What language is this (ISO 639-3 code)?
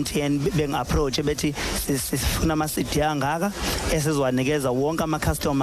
zul